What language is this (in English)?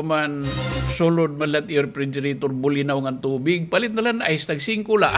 Waray